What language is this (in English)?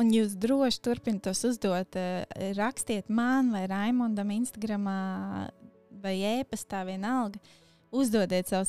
Latvian